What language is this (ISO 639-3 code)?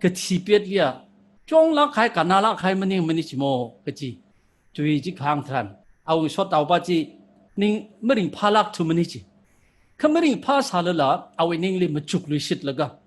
nmf